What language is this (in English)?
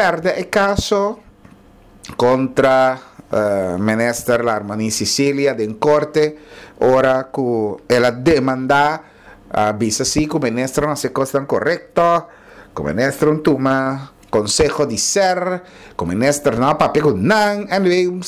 Papiamento